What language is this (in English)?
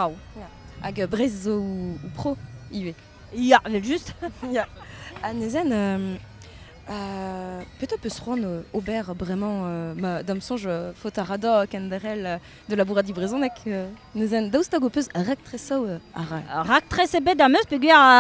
Breton